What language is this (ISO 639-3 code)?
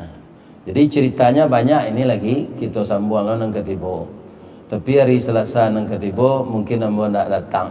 min